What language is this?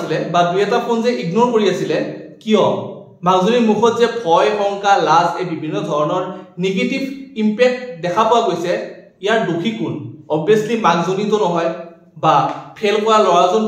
Assamese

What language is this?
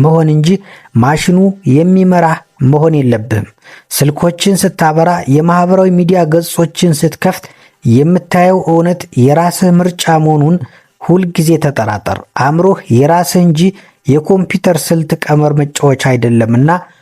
Amharic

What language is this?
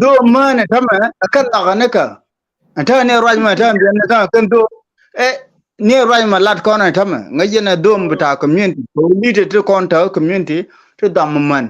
Nuer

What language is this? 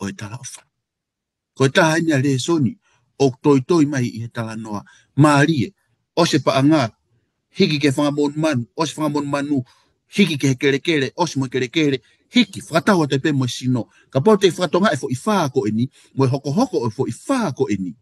Tongan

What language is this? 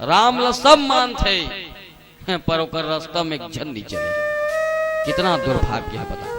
Chhattisgarhi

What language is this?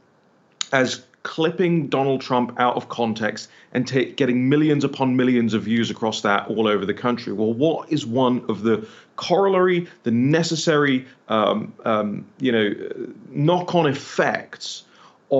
English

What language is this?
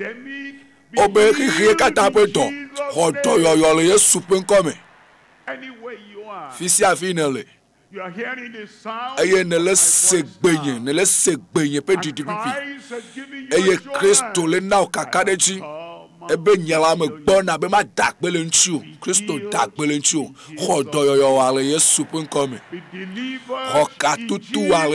Ewe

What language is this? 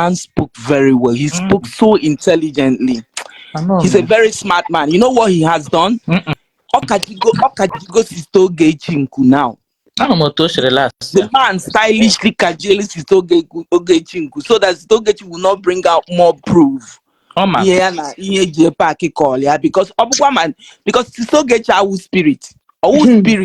Igbo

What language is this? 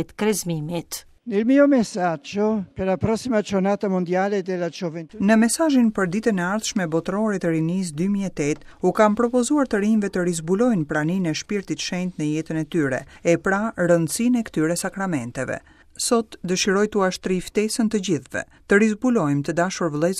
Albanian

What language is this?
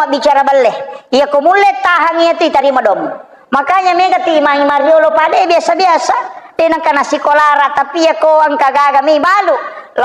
Buginese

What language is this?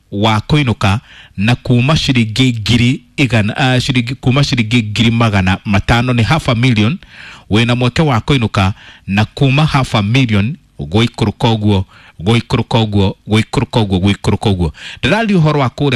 Kikuyu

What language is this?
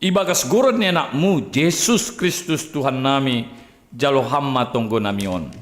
Batak Simalungun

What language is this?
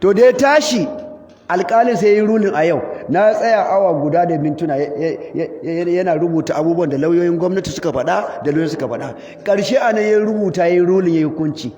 Hausa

